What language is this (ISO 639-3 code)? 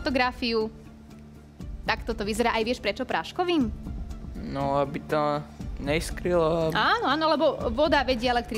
slk